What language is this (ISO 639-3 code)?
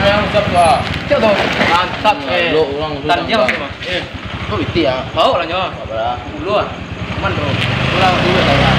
min